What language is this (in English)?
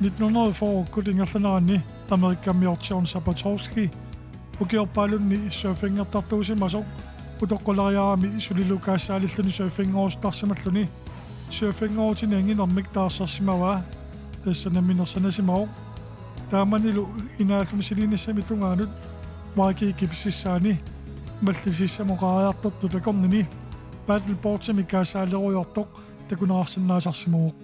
Kalaallisut